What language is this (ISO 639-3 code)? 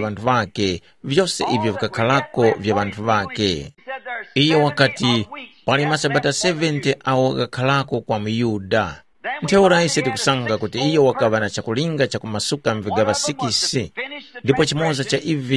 tum